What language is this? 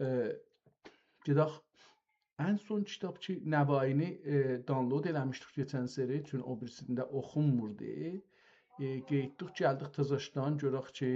South Azerbaijani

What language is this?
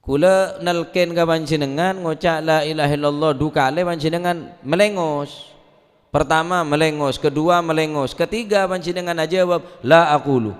Madurese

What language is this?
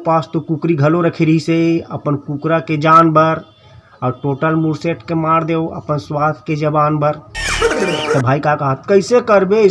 Chhattisgarhi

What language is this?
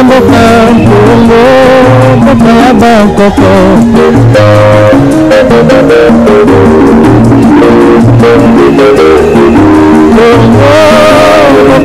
Lingala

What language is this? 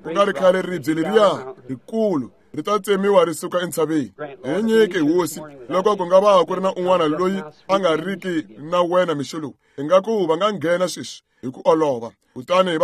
Tsonga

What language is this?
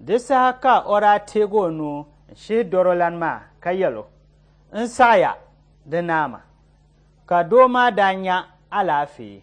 Dagbani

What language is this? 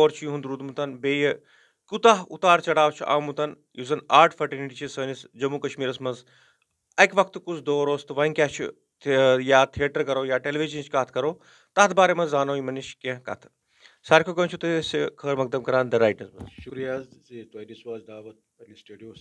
Kashmiri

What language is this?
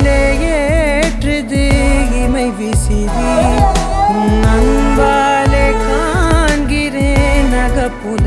Tamil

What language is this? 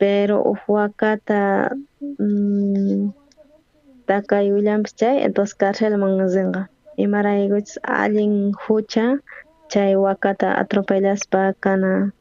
South Bolivian Quechua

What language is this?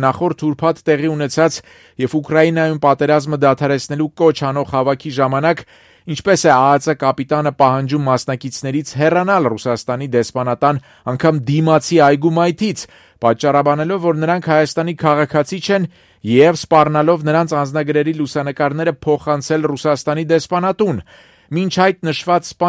Armenian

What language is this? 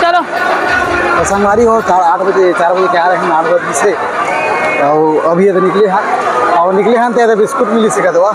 Chhattisgarhi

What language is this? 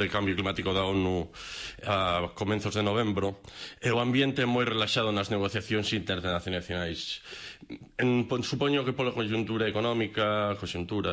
Galician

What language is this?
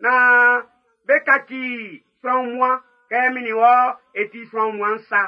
Baoulé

